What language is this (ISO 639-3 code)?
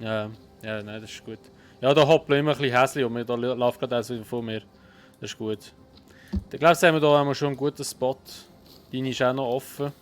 gsw